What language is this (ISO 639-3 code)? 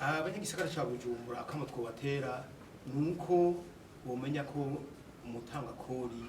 run